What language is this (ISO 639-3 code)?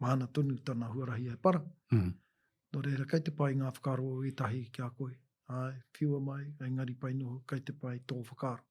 mri